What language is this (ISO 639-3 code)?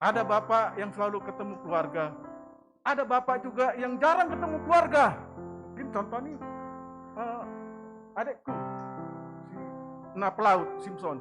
bts